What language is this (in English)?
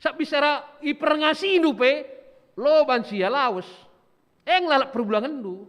Batak Karo